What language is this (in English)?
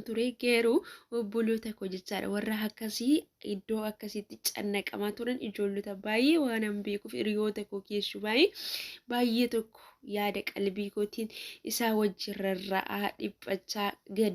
Oromo